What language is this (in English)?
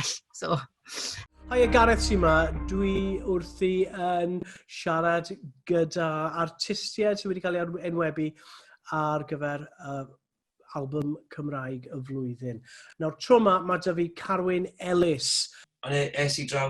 Welsh